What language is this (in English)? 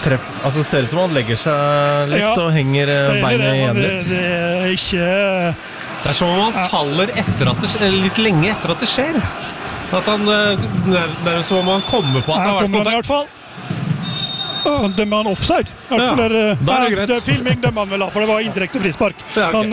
Norwegian